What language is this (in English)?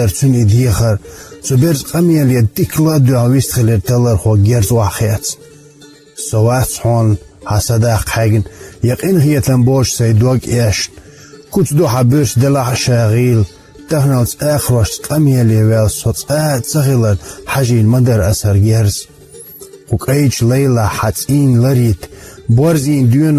Chechen